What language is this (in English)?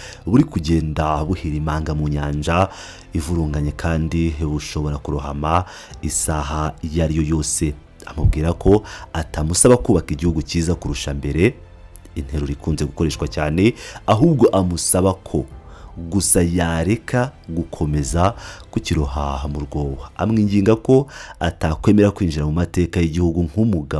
Kinyarwanda